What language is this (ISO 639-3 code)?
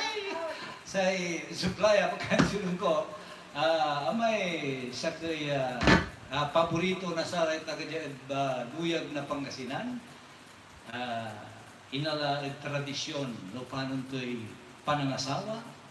pag